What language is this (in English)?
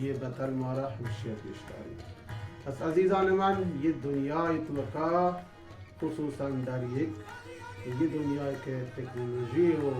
Baluchi